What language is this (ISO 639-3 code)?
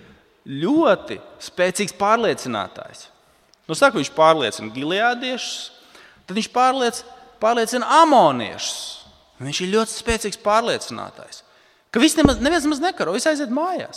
lav